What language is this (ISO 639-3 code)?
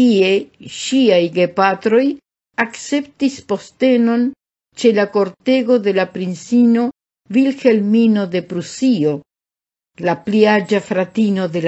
epo